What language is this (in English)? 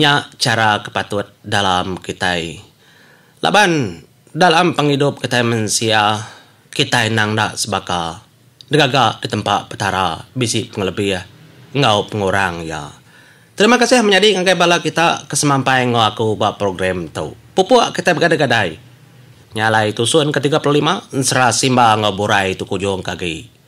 Iban